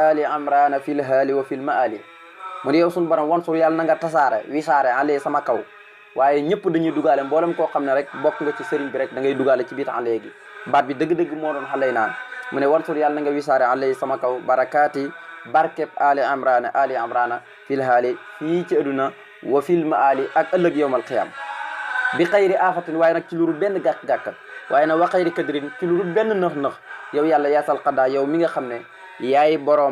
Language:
Wolof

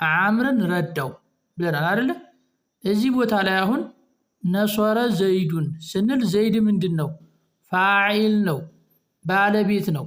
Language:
Amharic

